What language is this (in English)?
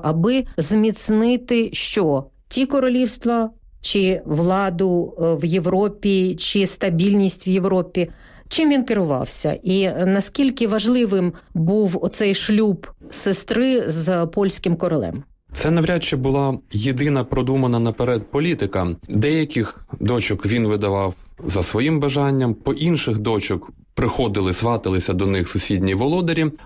Ukrainian